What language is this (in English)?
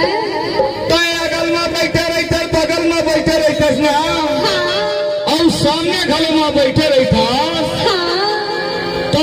Chhattisgarhi